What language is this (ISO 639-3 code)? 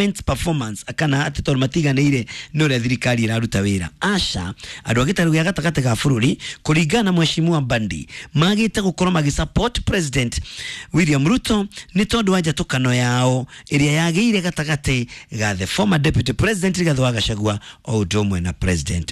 kik